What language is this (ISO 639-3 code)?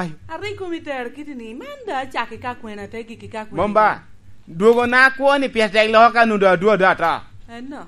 laj